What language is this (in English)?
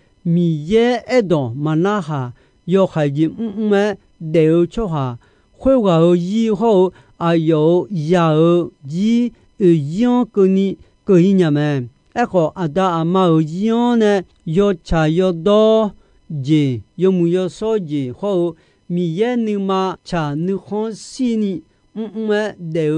Akha